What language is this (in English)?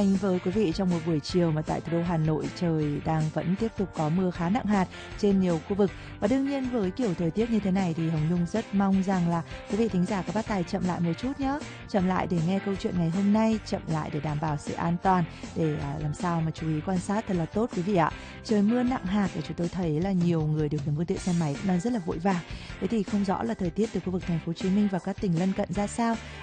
Vietnamese